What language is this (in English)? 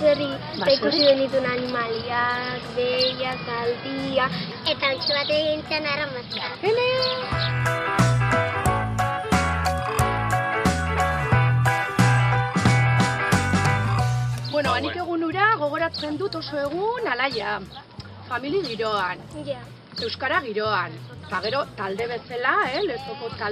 Basque